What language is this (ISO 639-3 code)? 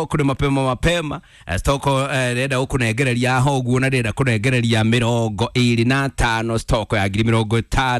kik